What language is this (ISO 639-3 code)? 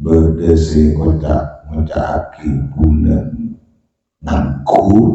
mad